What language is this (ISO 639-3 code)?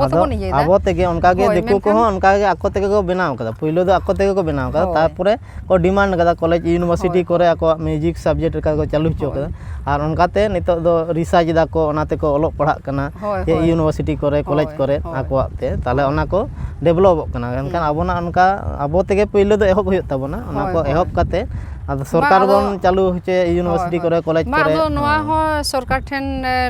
sat